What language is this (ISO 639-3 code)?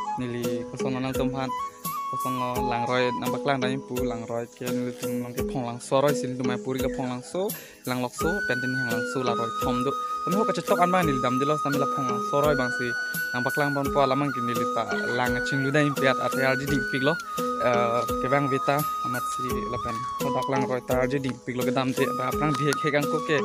mjw